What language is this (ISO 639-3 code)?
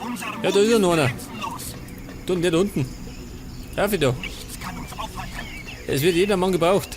bar